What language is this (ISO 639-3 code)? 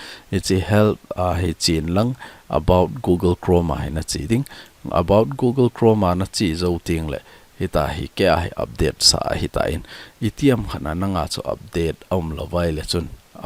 tcz